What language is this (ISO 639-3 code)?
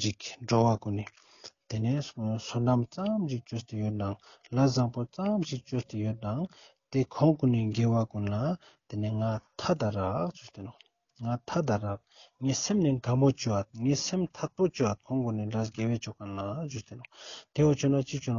lbj